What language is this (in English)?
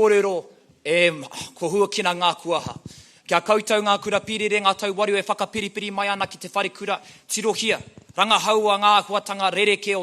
Māori